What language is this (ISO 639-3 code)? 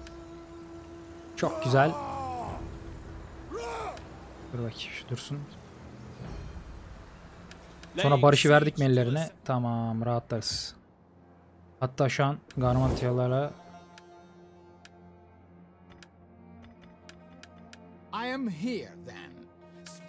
tur